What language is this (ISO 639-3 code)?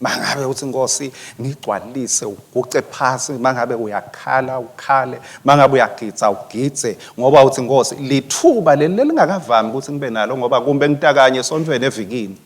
ssw